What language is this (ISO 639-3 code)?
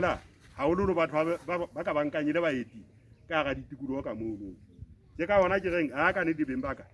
sot